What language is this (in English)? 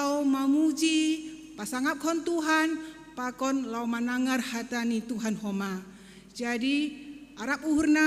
Batak Simalungun